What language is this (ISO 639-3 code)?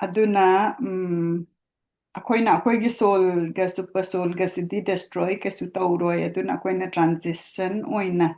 mni